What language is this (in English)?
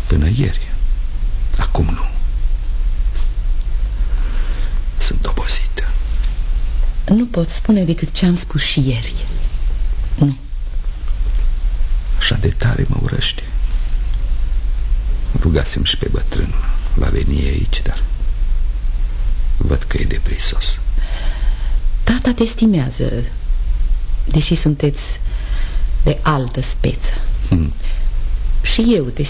Romanian